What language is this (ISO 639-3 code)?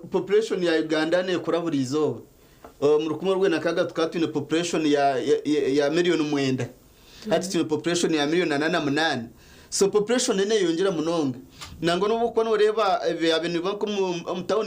nyn